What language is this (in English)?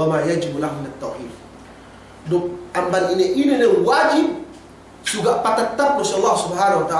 Yakan